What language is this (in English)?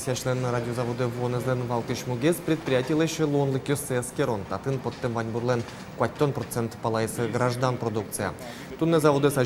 Udmurt